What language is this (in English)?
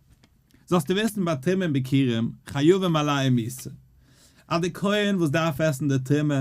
Yiddish